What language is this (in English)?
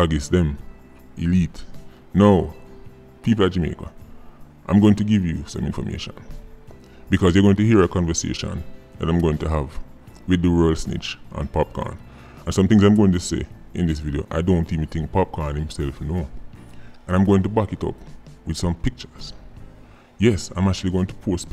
Jamaican Creole English